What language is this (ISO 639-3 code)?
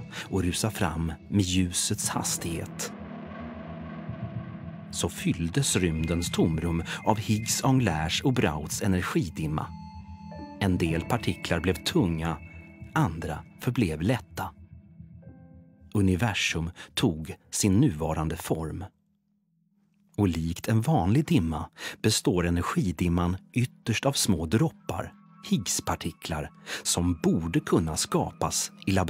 swe